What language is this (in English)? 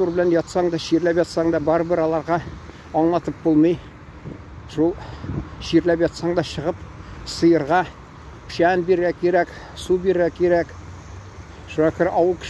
Tatar